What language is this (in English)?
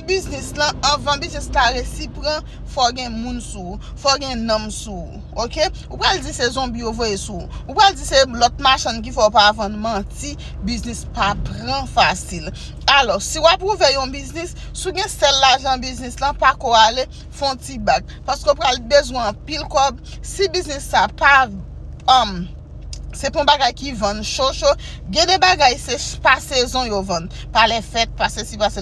Haitian Creole